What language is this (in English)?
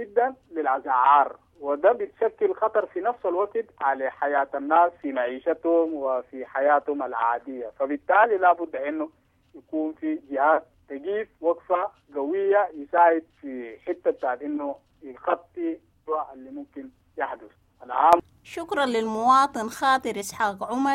Sudanese Arabic